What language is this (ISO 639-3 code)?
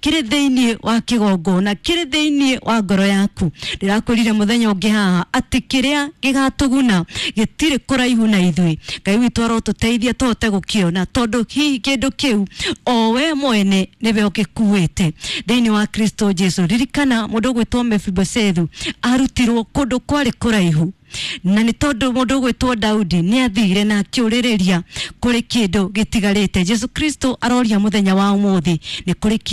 kik